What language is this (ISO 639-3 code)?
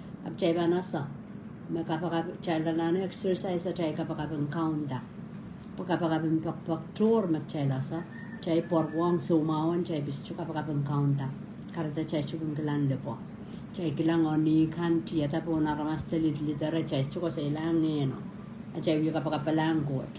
pon